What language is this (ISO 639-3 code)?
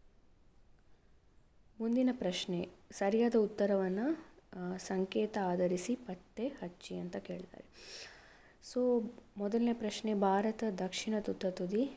kan